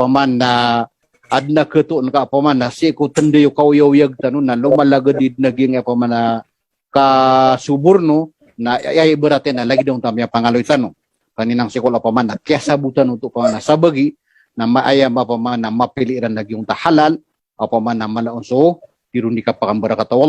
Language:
Maranao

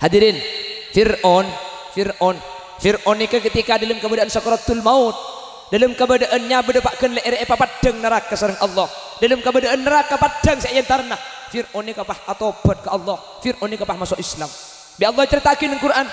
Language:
Madurese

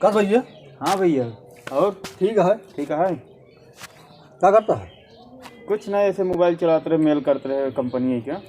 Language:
Awadhi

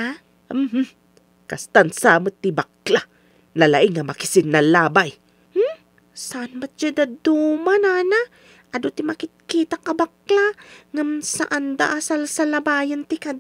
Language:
Iloko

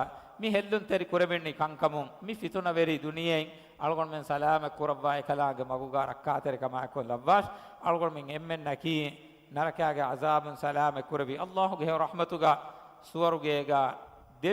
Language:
Divehi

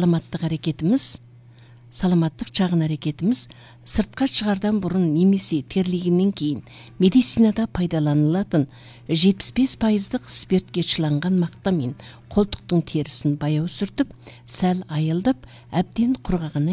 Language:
Kazakh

